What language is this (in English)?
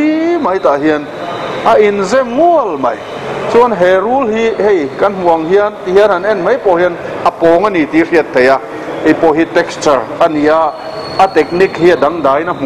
Mizo